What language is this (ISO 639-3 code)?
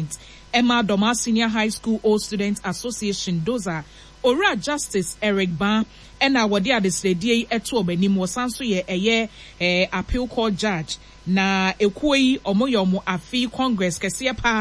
aka